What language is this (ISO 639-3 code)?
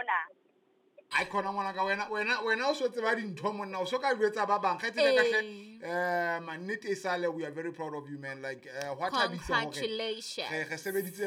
sot